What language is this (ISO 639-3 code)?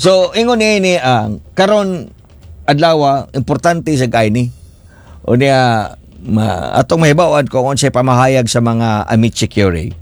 ceb